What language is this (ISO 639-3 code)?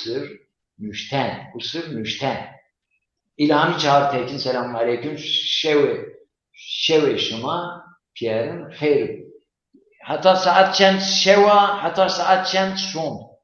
zza